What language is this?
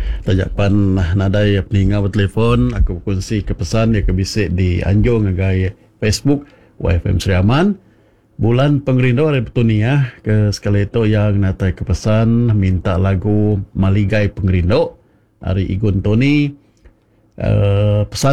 Iban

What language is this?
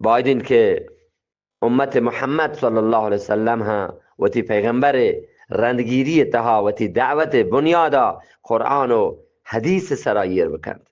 Eastern Balochi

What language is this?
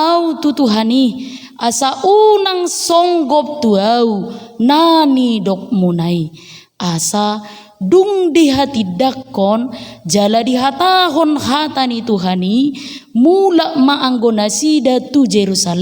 Batak Toba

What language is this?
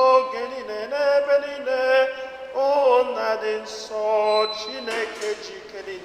Igbo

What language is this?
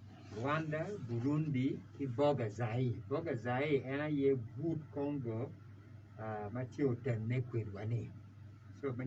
Acoli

